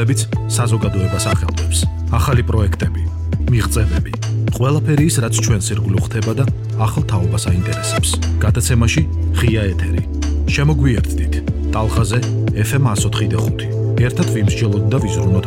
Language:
Georgian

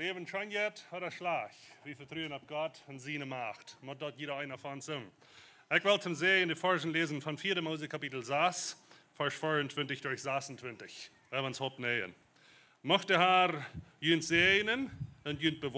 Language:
Plautdietsch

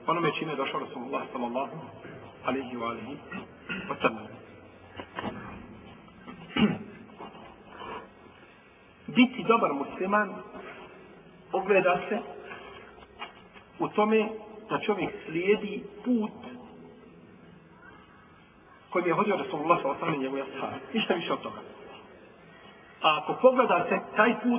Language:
Bosnian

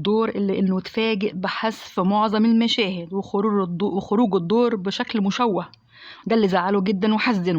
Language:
Egyptian Arabic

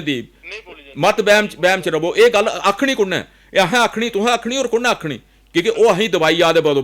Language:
Dogri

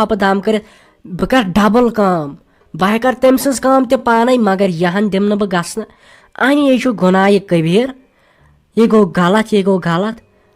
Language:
Kashmiri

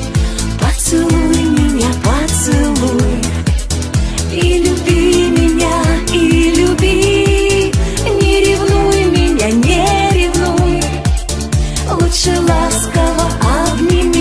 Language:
Russian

